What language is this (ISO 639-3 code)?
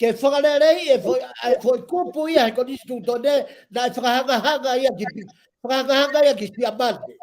ton